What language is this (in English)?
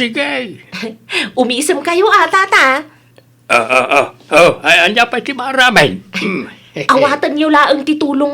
Iloko